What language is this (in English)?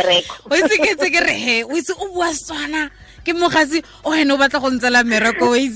Tswana